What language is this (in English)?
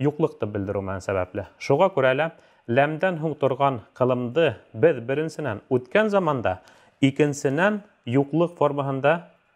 Bashkir